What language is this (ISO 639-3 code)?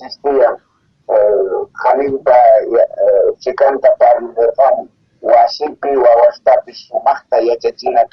quh